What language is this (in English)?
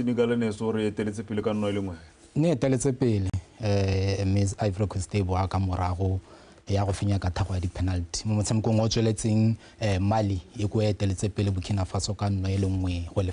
Tswana